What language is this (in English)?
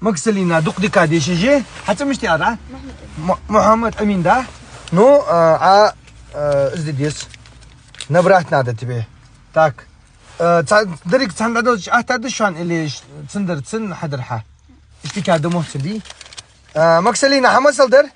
Ingush